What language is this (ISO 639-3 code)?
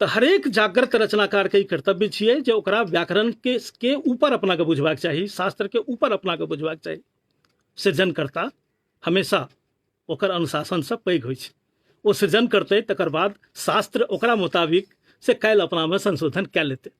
mai